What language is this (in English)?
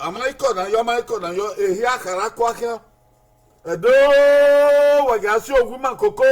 Bini